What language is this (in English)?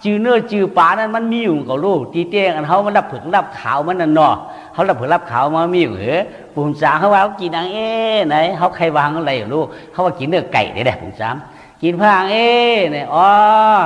Shan